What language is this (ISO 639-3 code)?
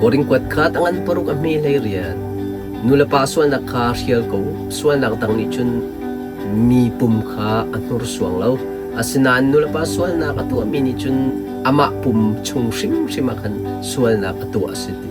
cnh